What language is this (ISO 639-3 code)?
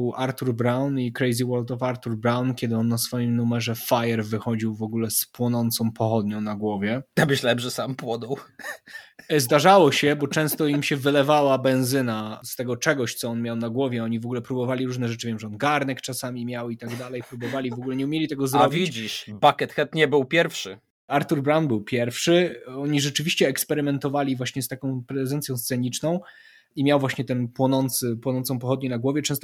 pol